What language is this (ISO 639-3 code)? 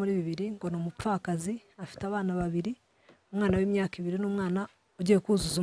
kin